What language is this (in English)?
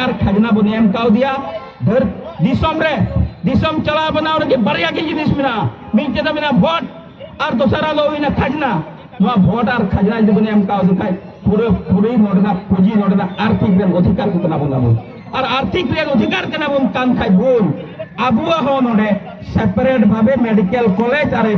Santali